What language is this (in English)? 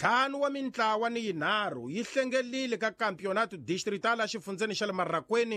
Tsonga